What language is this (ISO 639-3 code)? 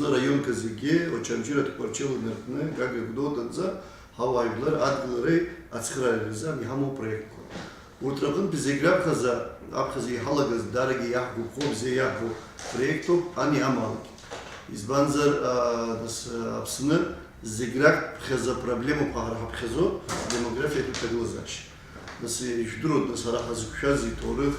abk